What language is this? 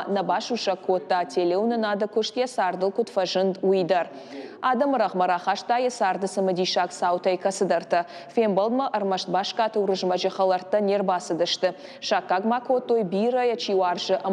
Ossetic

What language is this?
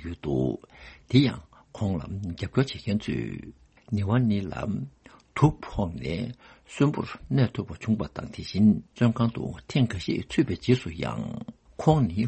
Tibetan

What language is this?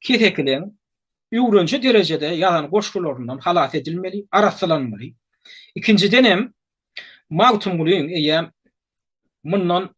Turkmen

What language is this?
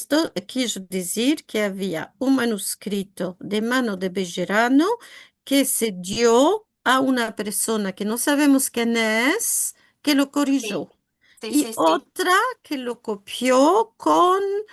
Ladino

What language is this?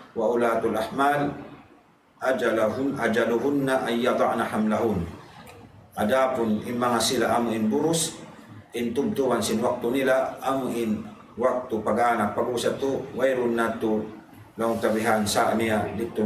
Tausug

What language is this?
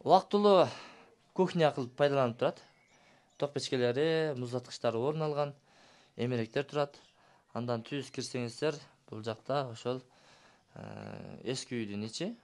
Kyrgyz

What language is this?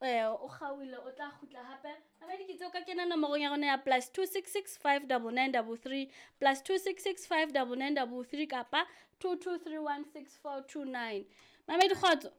Southern Sotho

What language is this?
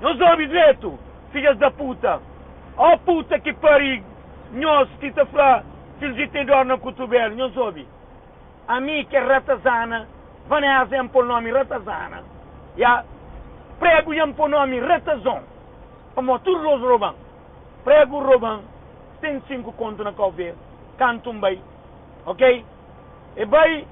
Kabuverdianu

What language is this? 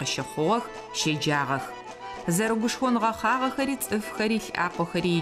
Adyghe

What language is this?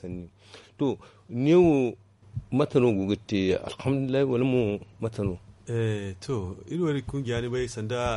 Zarma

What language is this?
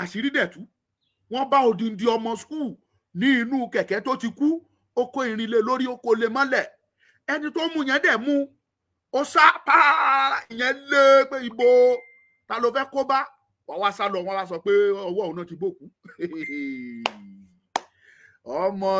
Yoruba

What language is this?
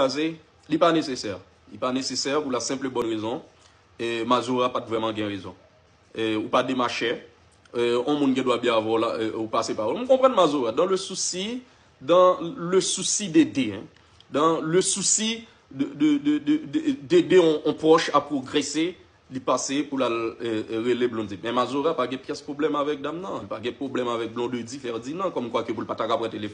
Haitian Creole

